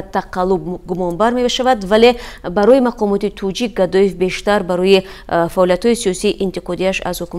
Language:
Tajik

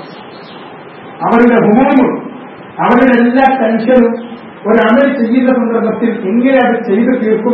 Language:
Malayalam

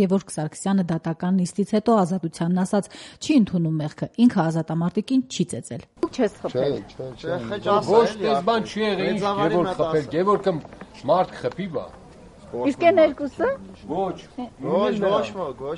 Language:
Armenian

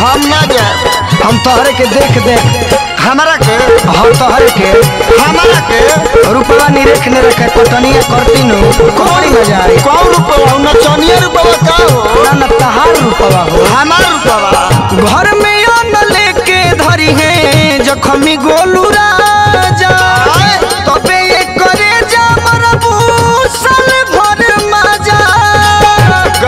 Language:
Bhojpuri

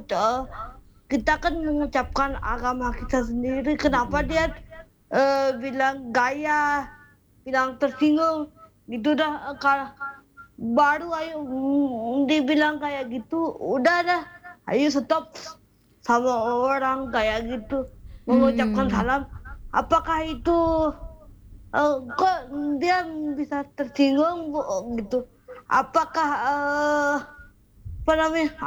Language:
Indonesian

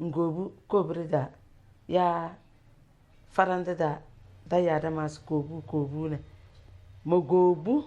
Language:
Tem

